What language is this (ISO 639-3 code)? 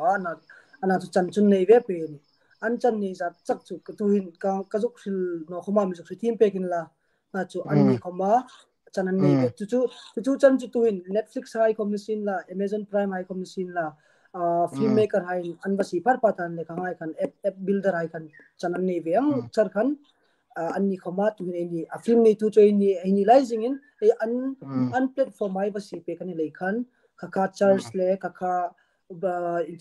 hmr